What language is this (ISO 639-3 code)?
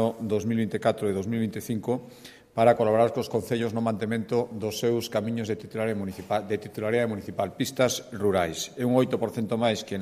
glg